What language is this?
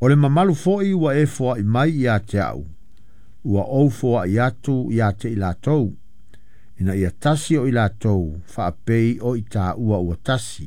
Samoan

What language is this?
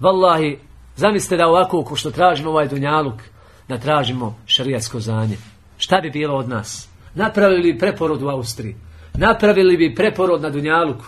Bosnian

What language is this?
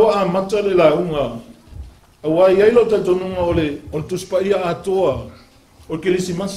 Samoan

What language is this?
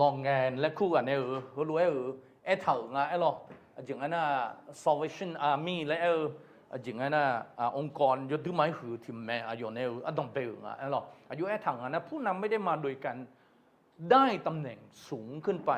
Akha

